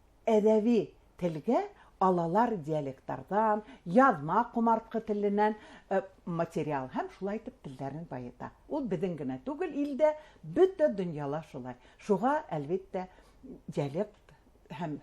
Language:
Bashkir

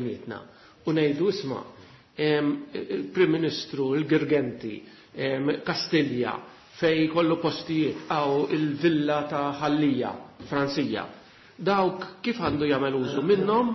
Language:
Maltese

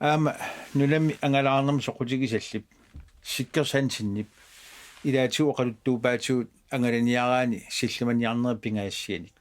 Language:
Kalaallisut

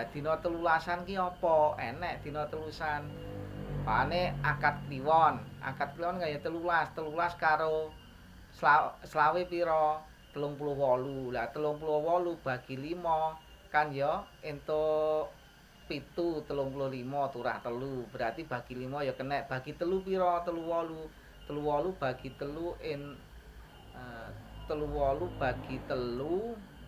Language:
Javanese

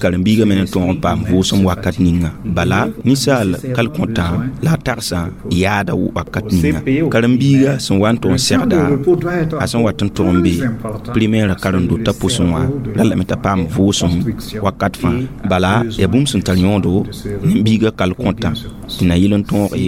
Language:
Mossi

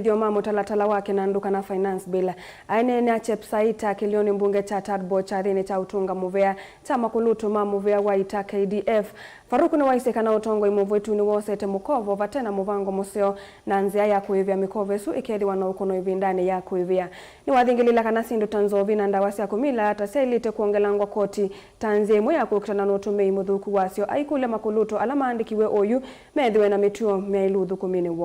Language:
Kamba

